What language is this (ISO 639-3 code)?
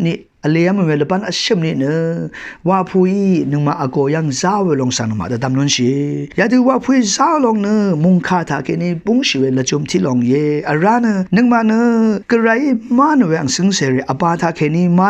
raw